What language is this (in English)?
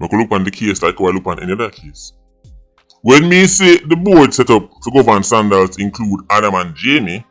Jamaican Creole English